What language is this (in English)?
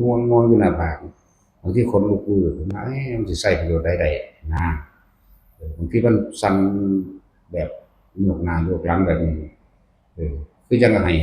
Northeastern Thai